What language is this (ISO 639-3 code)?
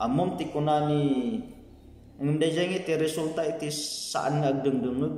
ilo